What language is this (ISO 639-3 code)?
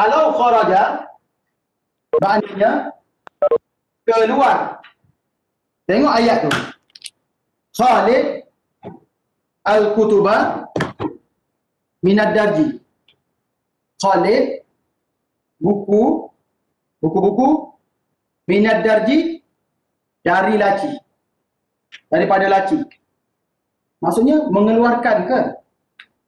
msa